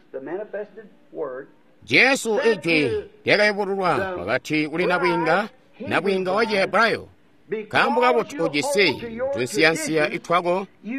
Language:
Tonga (Zambia)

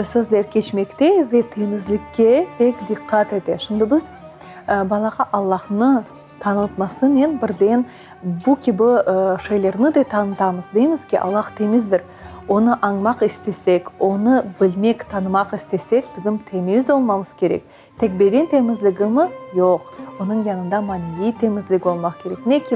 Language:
Crimean Tatar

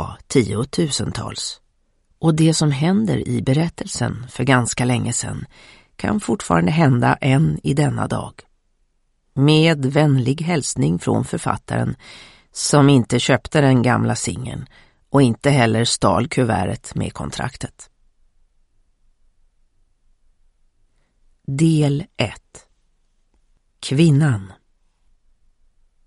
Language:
Swedish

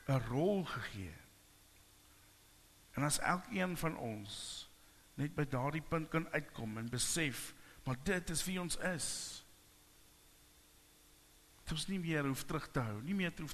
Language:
Afrikaans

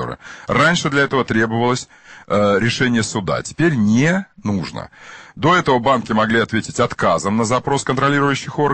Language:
Russian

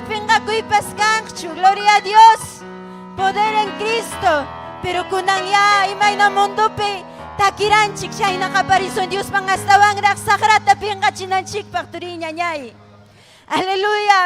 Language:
Ayacucho Quechua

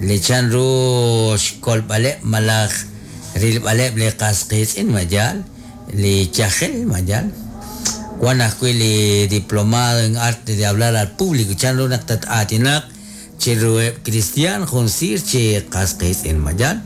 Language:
Kekchí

